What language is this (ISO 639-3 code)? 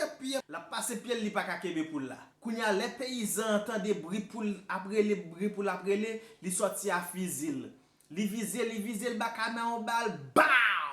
hat